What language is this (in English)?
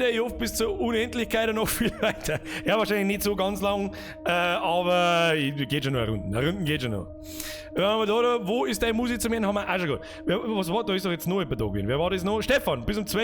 Bavarian